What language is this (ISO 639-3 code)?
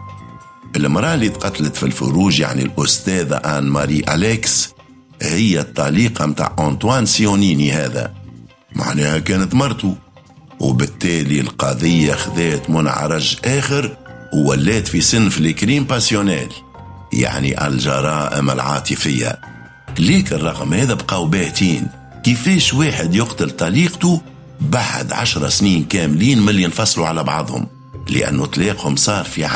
aeb